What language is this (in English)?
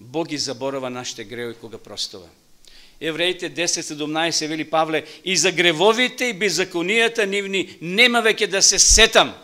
Macedonian